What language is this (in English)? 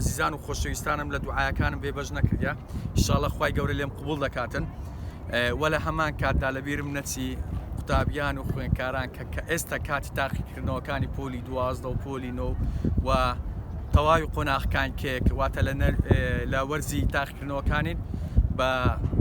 Central Kurdish